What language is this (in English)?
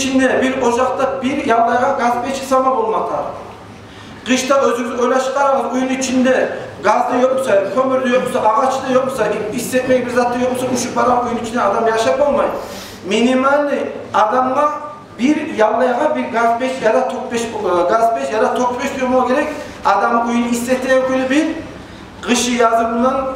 Kumyk